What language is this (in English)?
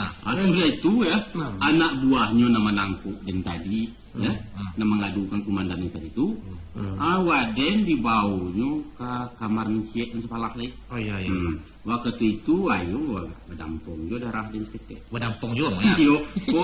Minangkabau